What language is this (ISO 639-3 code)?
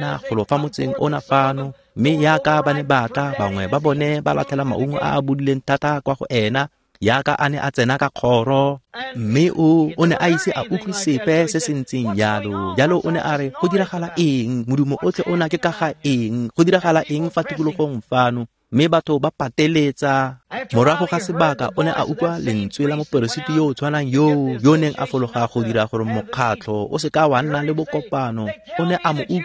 tsn